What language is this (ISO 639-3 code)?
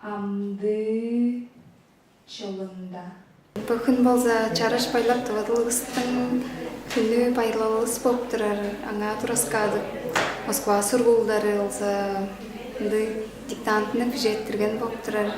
tyv